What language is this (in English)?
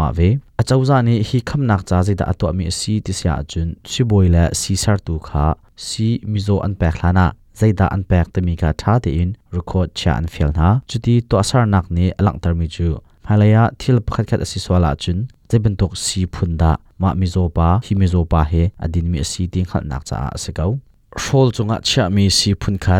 Hakha Chin